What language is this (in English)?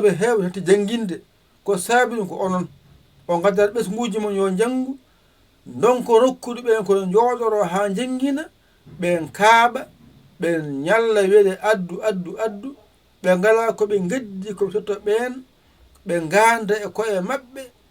Fula